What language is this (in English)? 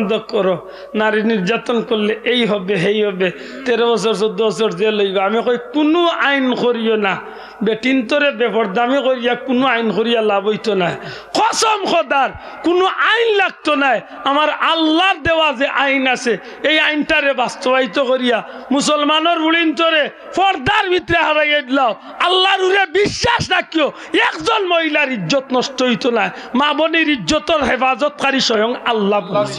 Sylheti